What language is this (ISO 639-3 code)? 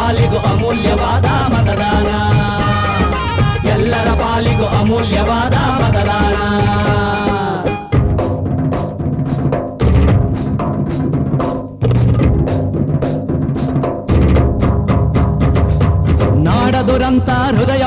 kan